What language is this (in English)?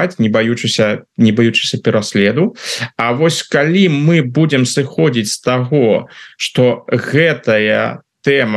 Belarusian